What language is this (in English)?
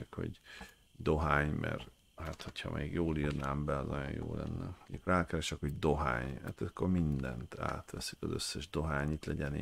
Hungarian